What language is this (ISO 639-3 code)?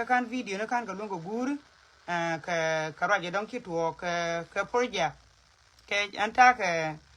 nus